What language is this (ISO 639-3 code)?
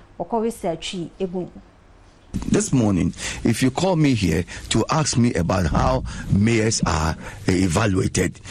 aka